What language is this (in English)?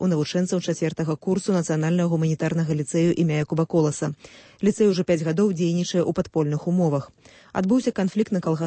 Belarusian